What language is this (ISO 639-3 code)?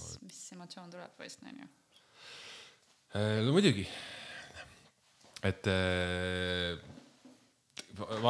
est